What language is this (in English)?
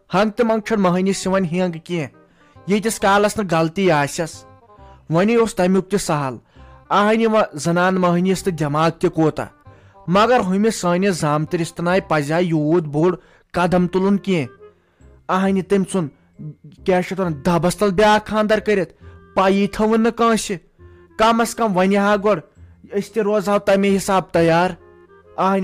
Kashmiri